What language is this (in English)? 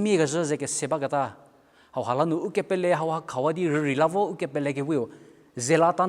Angami Naga